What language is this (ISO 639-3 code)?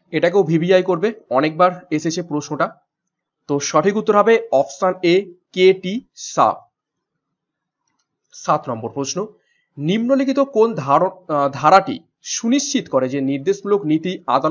ben